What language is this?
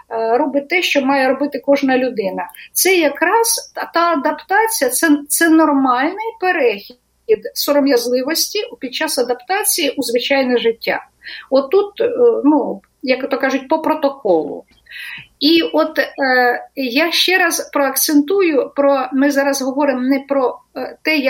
Ukrainian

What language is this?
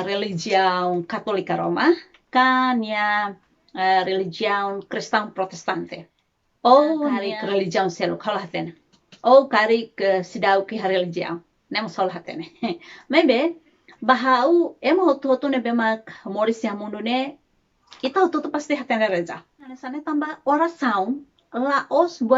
Tetum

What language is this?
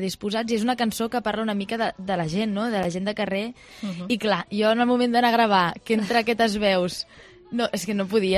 Catalan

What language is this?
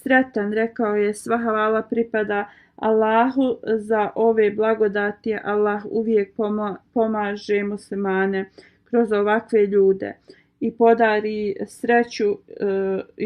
Bosnian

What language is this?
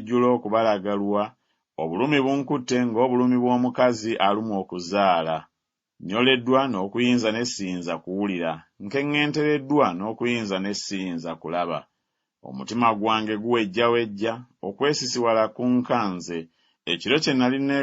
Ganda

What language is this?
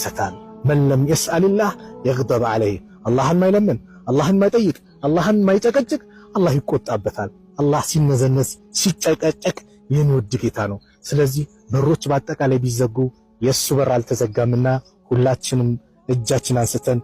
Amharic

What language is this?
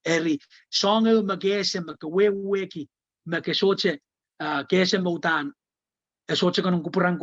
Pohnpeian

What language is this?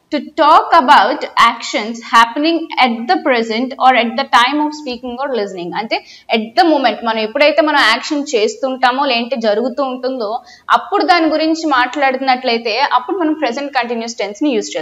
Telugu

